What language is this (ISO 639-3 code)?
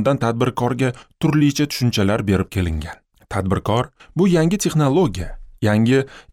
uzb